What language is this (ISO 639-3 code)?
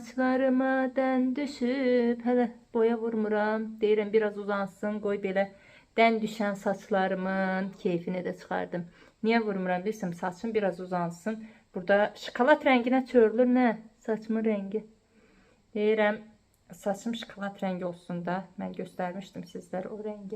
aze